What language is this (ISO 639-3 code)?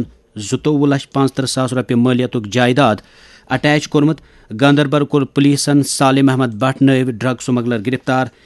kas